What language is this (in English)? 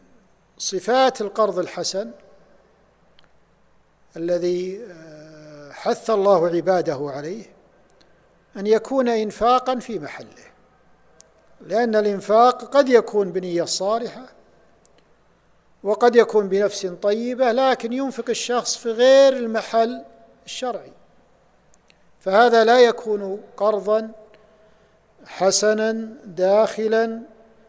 Arabic